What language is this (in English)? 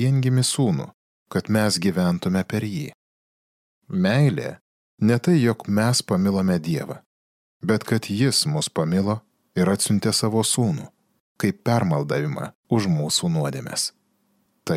Lithuanian